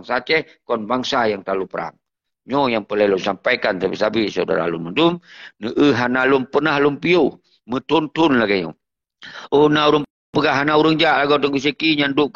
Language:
Achinese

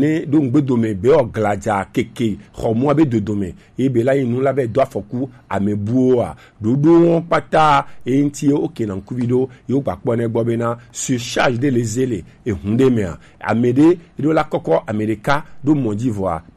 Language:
Gen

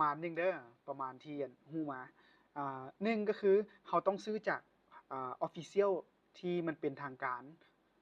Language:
Lao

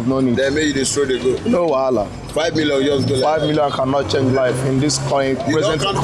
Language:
Nigerian Pidgin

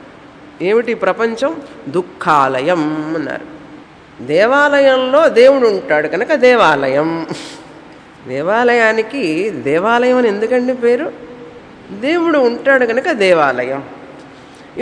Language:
Telugu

